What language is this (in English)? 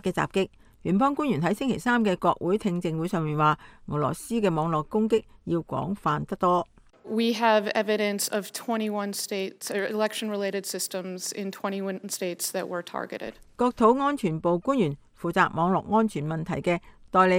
Cantonese